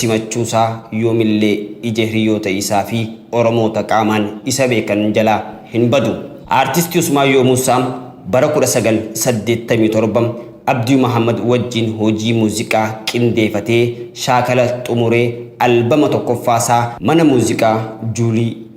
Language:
Oromo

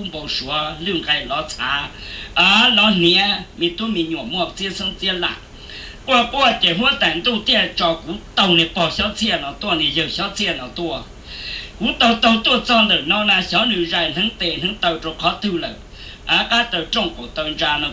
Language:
Hmong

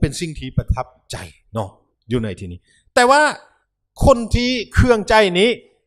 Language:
Lao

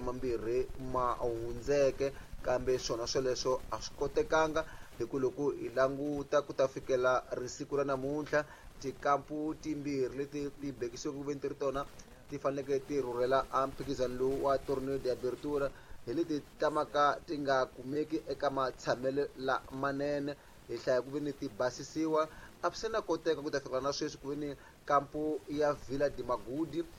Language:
Tsonga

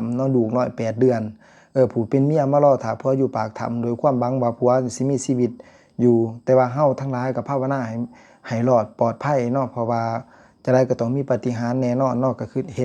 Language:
Lao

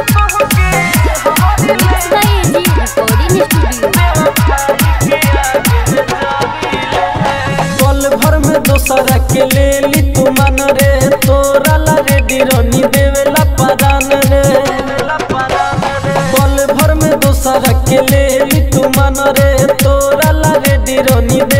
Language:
Bhojpuri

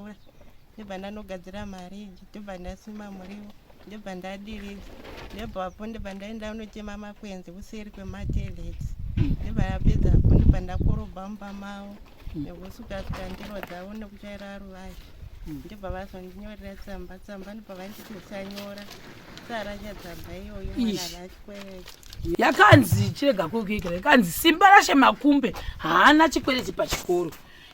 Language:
Shona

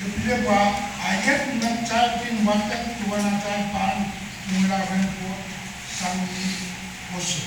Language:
Pohnpeian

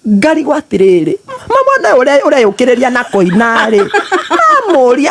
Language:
Kikuyu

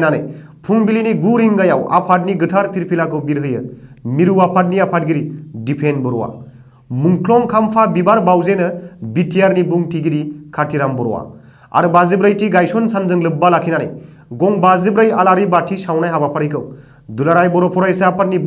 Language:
Bodo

